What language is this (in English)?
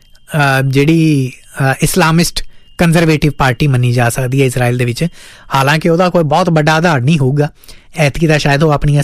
Punjabi